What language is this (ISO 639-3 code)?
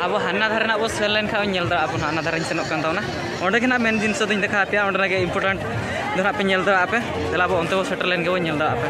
sat